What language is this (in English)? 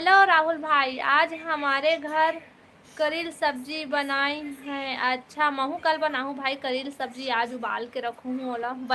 Chhattisgarhi